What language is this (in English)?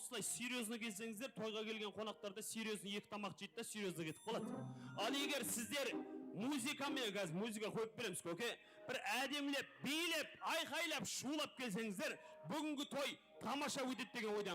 Kara-Kalpak